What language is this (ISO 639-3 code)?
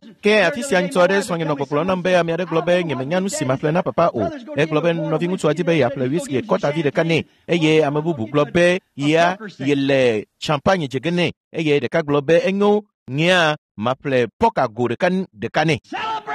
ewe